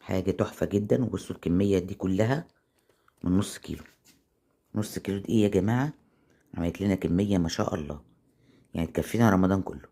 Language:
Egyptian Arabic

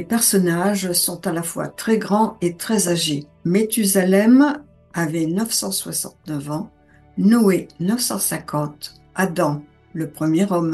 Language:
French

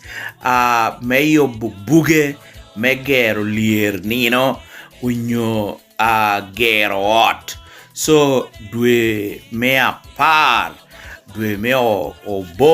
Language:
Lango (Uganda)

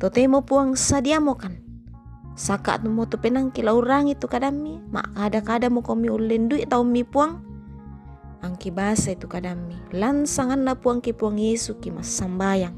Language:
Toraja-Sa'dan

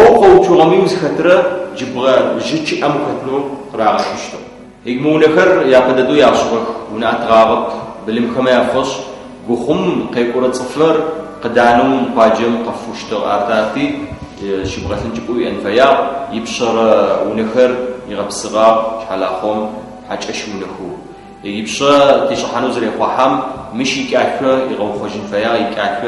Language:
Adyghe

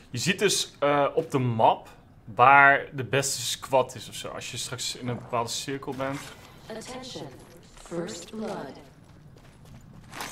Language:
Dutch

